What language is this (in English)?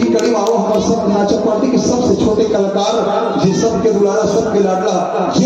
Chhattisgarhi